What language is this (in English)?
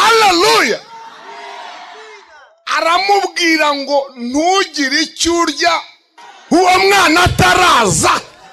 Kinyarwanda